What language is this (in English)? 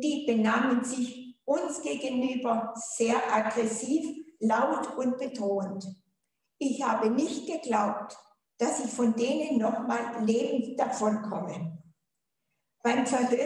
German